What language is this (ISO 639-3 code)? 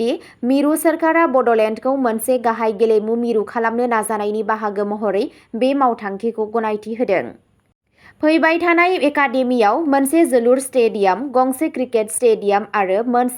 brx